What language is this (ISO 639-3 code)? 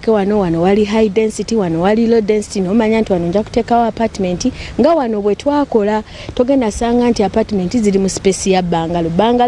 lug